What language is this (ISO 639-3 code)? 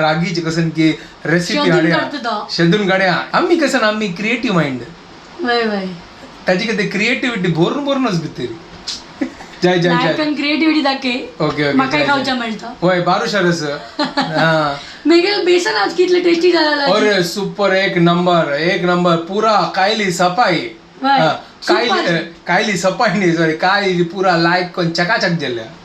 kok